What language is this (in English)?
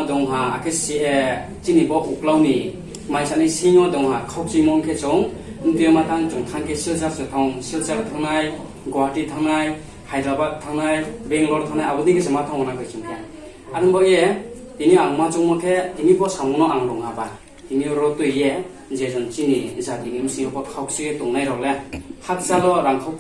Riang (India)